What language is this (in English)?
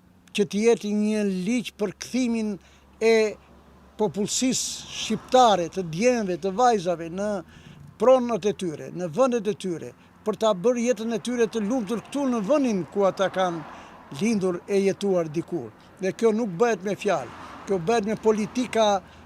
Albanian